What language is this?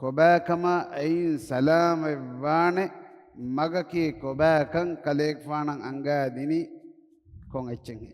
Divehi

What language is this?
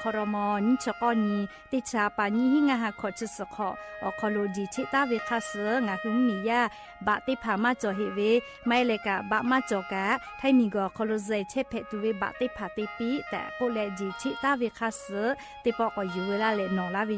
Lahu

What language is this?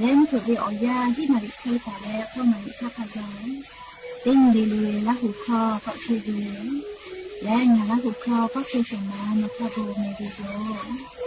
Lahu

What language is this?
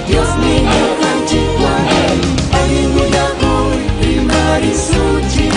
Ayacucho Quechua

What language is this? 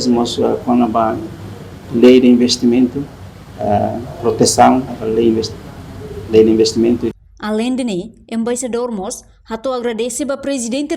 Tetum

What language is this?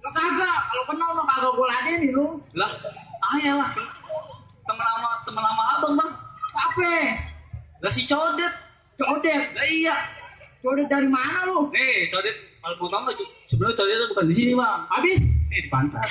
Betawi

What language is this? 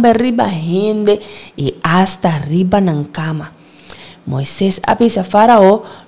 Papiamento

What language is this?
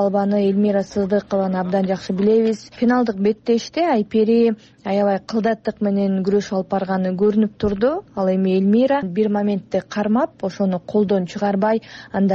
Kyrgyz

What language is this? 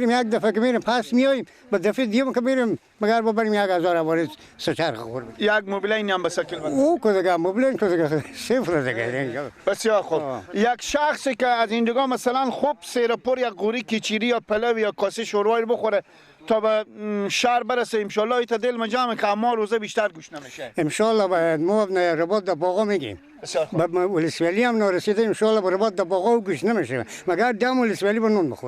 Persian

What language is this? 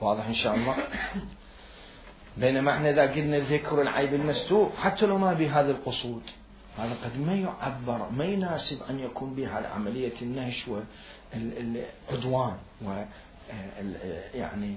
Mesopotamian Arabic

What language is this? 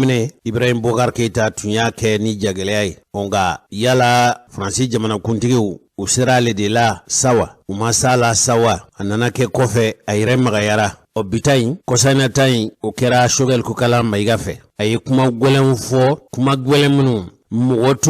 Bambara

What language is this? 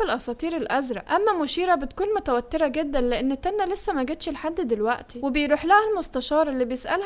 Egyptian Arabic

